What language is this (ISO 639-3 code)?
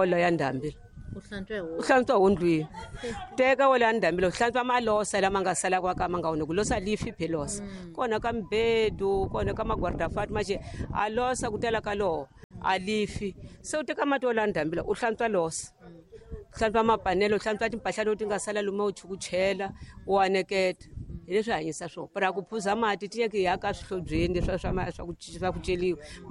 tso